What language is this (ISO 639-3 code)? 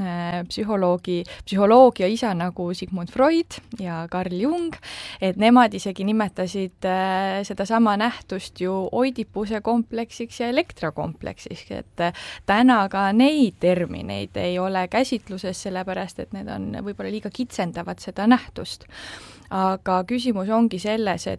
est